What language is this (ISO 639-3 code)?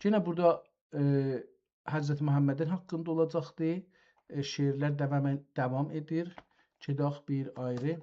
azb